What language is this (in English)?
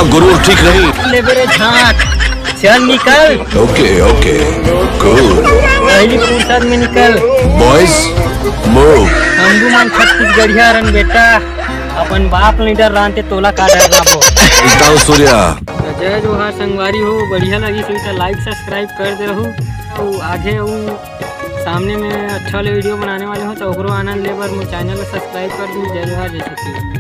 Chhattisgarhi